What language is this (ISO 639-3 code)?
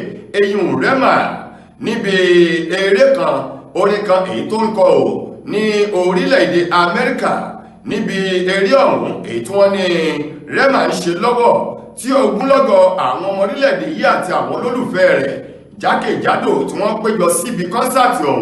yor